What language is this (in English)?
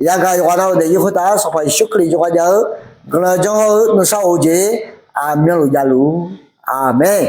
Akha